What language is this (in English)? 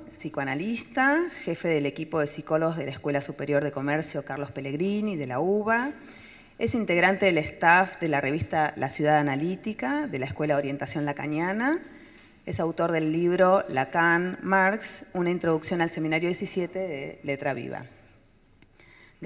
Spanish